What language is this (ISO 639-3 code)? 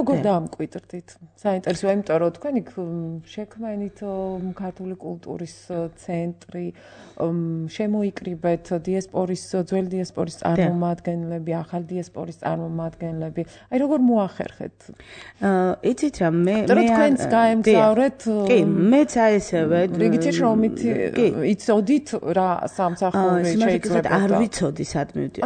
kat